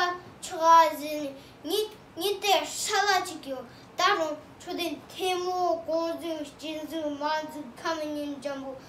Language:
Tibetan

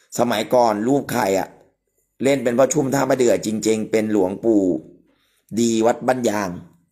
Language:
Thai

